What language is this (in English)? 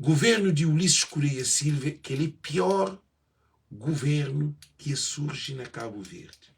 Kabuverdianu